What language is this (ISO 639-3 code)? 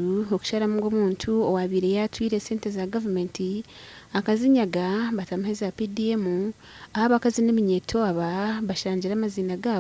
nyn